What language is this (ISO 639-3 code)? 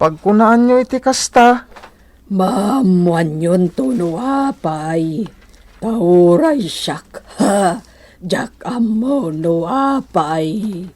ilo